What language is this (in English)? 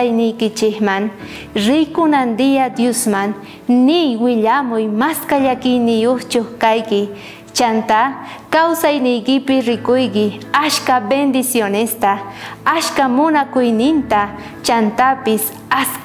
South Bolivian Quechua